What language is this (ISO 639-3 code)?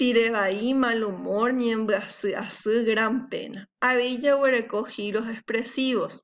grn